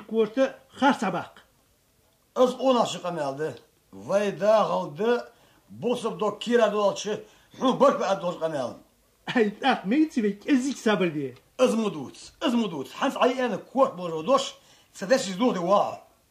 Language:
Ingush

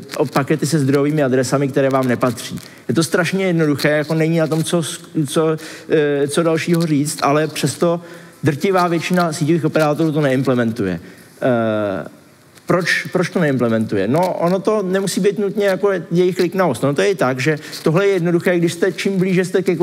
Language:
Czech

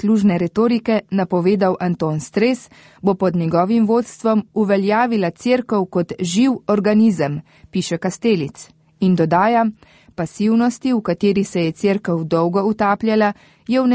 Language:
Slovenian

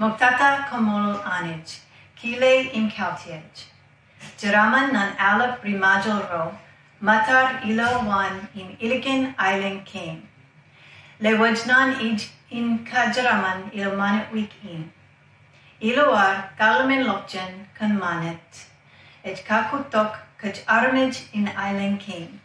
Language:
Marshallese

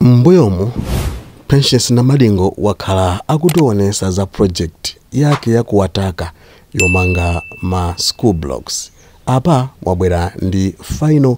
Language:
Nyanja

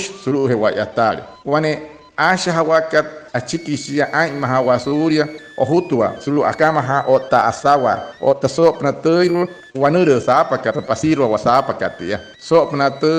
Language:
Wayuu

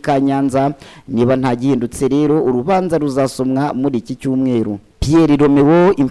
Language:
Kinyarwanda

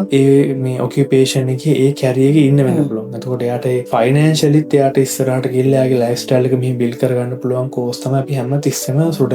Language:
Sinhala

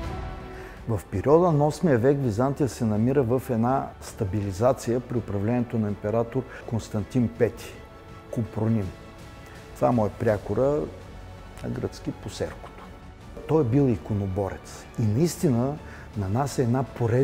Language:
Bulgarian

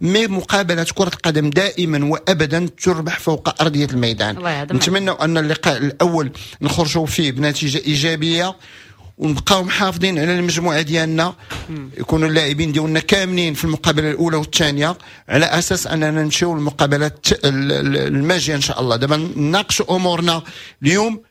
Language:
Moroccan Arabic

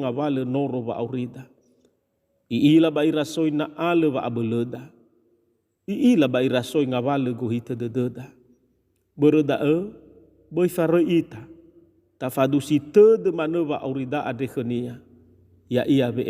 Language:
Nias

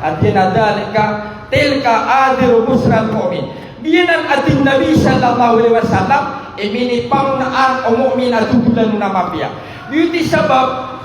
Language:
Maranao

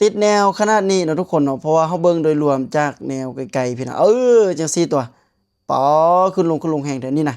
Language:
Lao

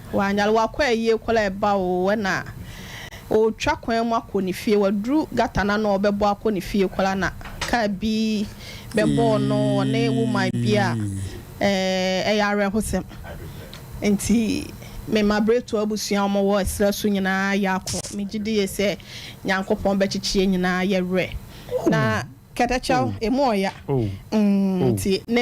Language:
Akan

